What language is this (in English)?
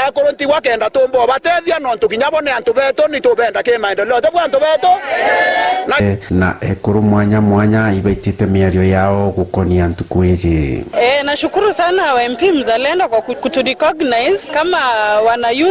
Meru